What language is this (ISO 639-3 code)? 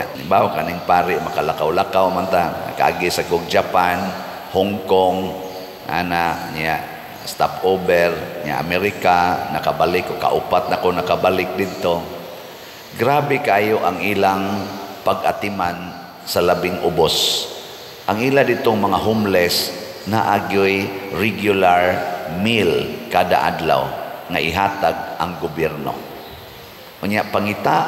ceb